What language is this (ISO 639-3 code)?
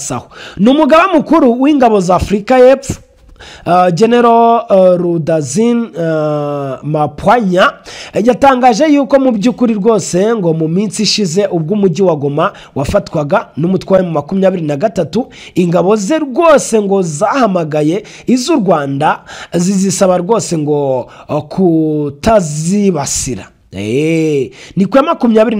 kin